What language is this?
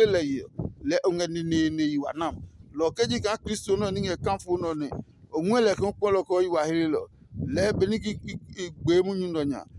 Adangme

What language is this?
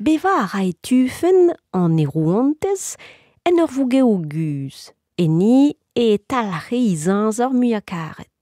Breton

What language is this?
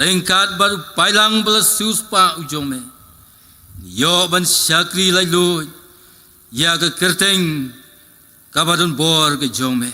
Khasi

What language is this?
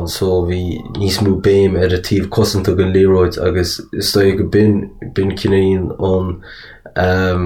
Irish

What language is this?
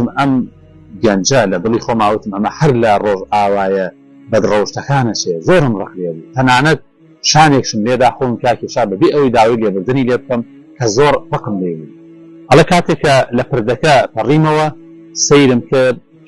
Central Kurdish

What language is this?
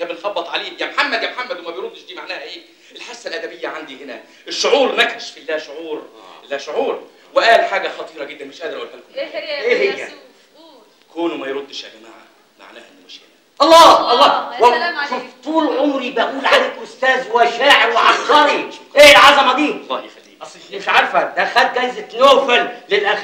Egyptian Arabic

